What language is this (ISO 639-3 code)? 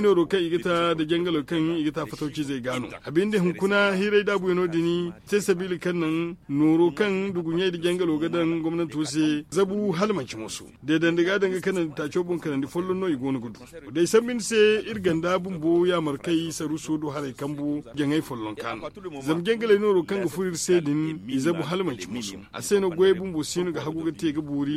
dje